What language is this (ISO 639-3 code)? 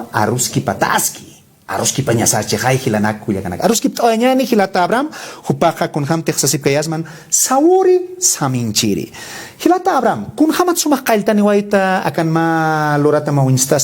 aym